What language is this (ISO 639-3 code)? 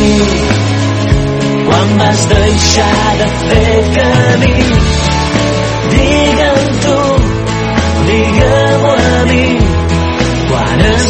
cat